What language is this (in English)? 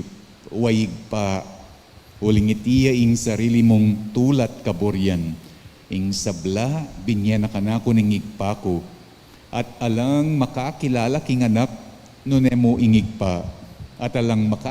Pampanga